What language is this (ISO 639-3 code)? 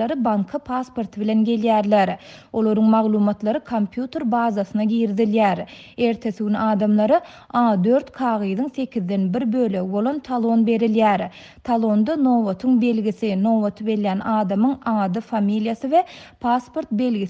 tuk